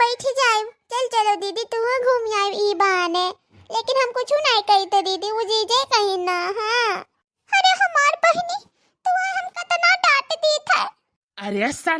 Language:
Awadhi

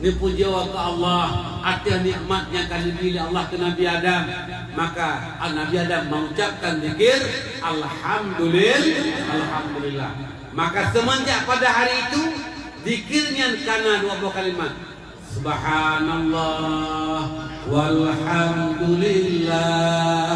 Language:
Achinese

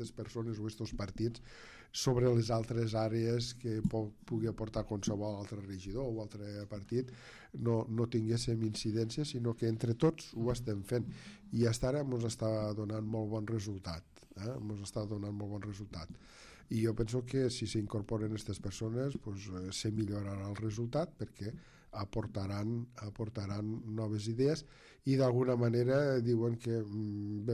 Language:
Catalan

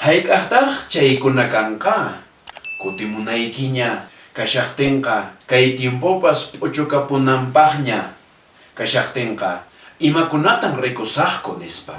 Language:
Quechua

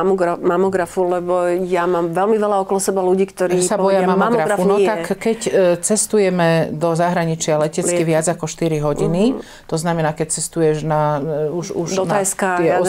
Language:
Slovak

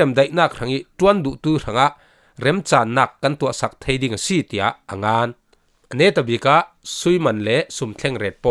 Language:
Falam Chin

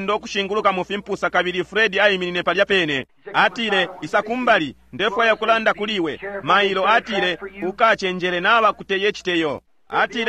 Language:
Bemba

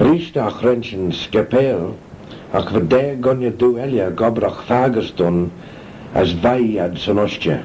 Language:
Manx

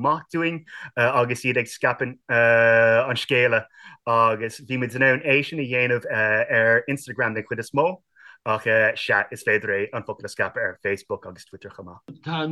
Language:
Irish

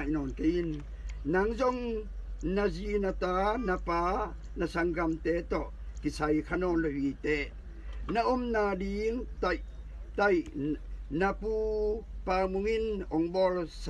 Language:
Tedim Chin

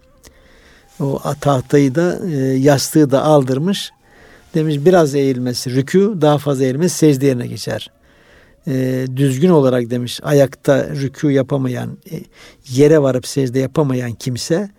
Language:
Turkish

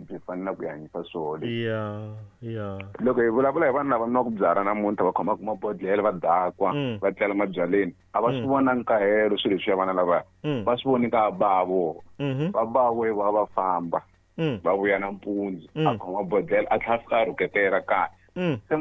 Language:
Tsonga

